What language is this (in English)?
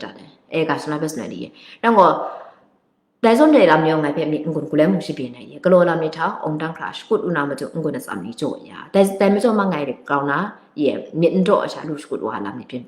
Kachin